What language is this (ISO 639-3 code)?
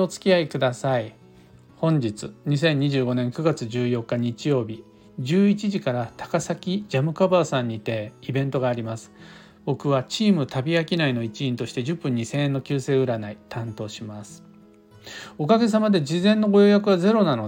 jpn